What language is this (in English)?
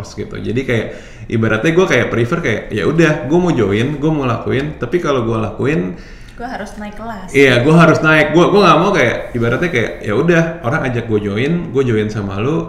Indonesian